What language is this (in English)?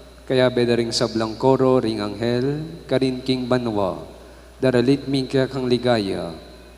Pampanga